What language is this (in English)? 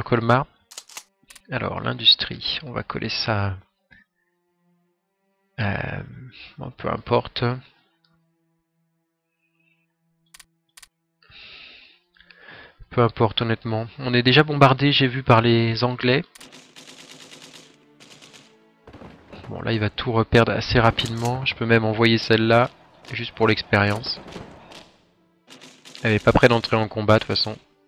French